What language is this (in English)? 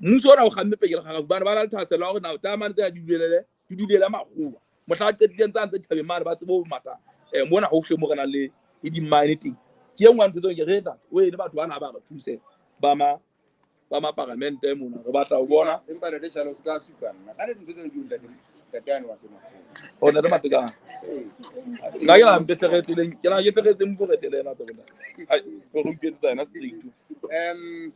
Southern Sotho